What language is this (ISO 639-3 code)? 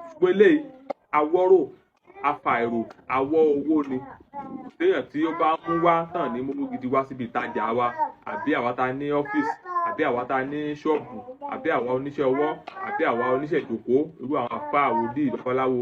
yor